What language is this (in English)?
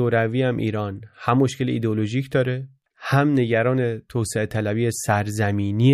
Persian